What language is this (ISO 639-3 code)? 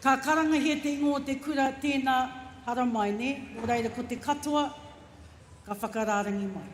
mri